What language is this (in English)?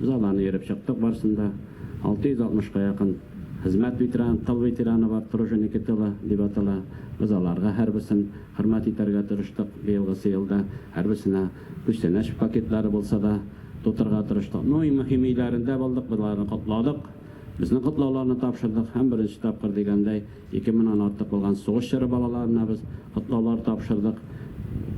Tatar